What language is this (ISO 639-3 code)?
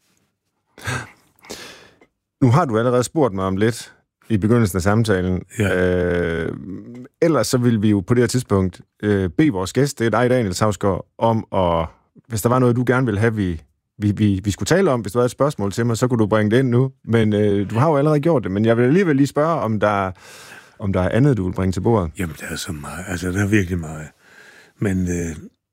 dan